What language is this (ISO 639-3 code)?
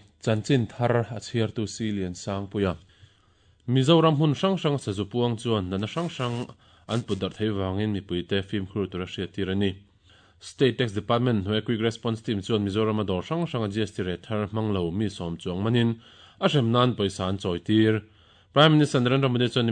lus